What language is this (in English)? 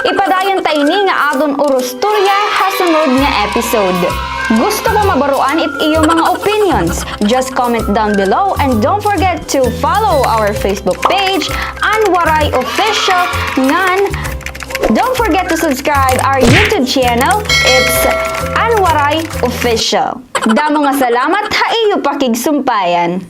Waray